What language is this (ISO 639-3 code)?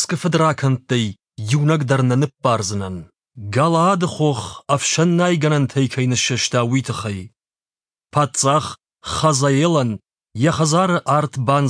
oss